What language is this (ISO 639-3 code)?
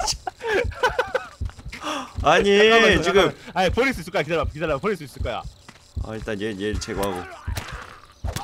kor